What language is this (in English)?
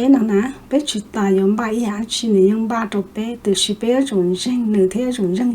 Hmong